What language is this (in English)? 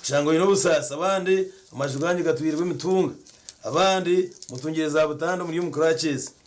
Nyankole